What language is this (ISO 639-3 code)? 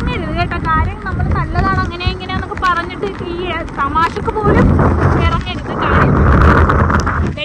mal